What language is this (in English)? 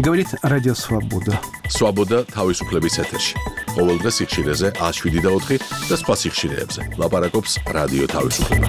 Georgian